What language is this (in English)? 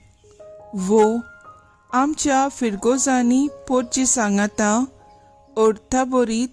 Konkani